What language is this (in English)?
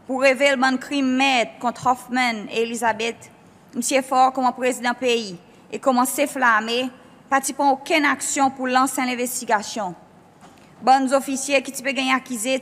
Seselwa Creole French